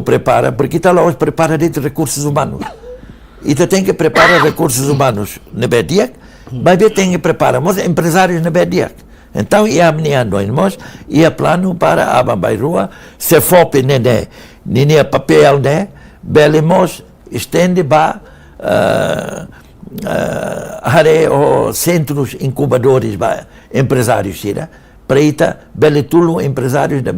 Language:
Tetum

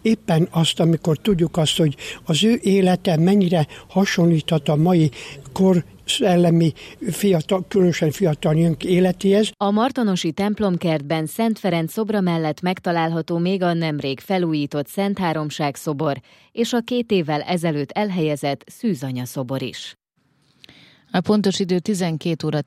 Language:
Hungarian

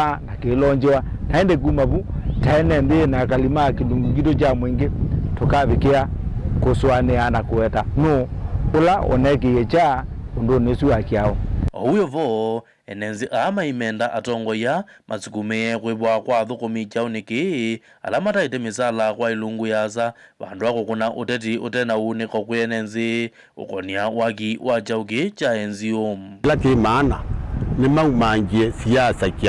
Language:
Kamba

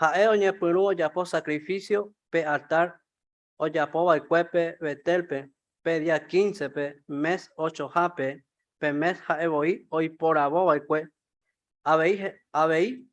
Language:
Guarani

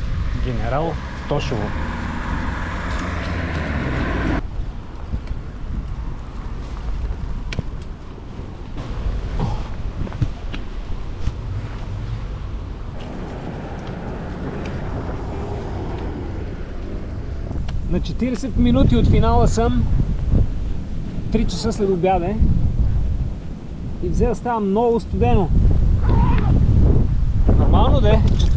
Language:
Bulgarian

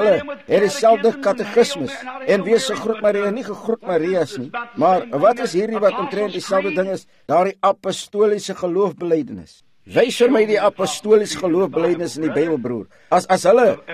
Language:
Afrikaans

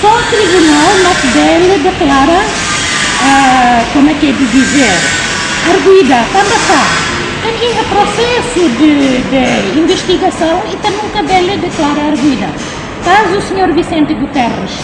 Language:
Tetum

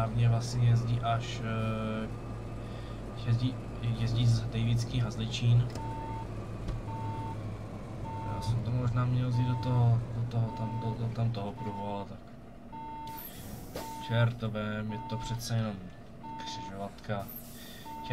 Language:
Czech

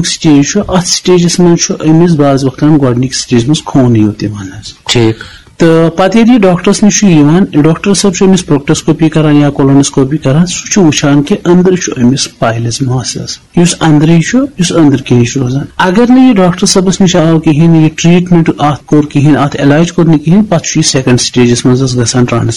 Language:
Kashmiri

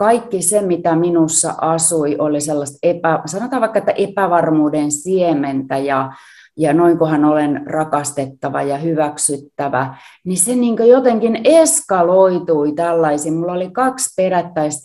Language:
Finnish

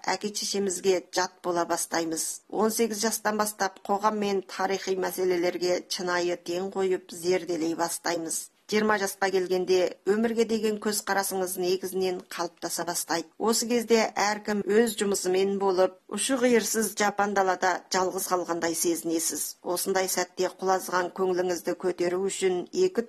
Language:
Kazakh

